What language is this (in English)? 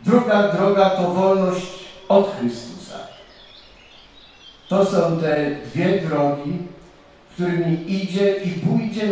Polish